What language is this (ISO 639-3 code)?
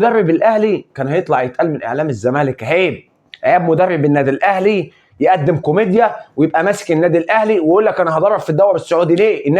arz